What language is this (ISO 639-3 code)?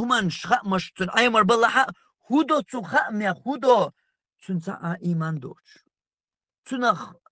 che